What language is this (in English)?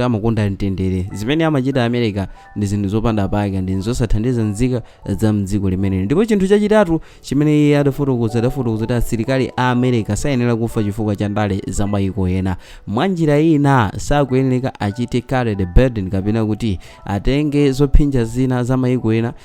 Nyanja